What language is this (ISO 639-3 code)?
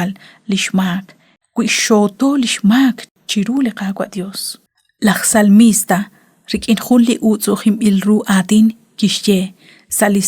kek